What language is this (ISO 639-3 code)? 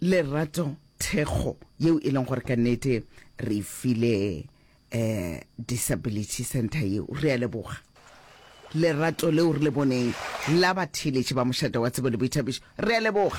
nso